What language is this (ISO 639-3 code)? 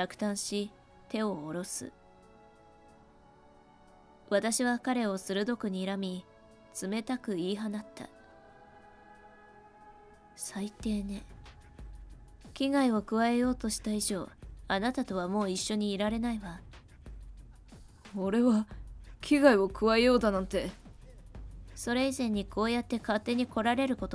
jpn